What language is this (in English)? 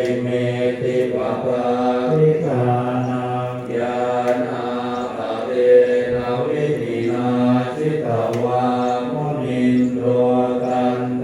Pali